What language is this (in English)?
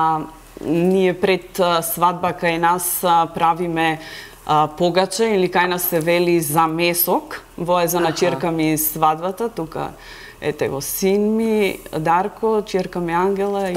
Macedonian